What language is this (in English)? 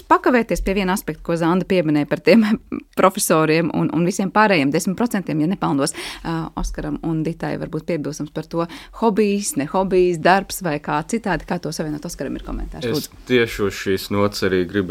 Latvian